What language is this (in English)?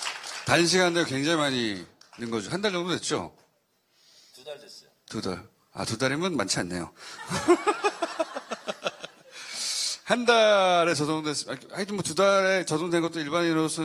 Korean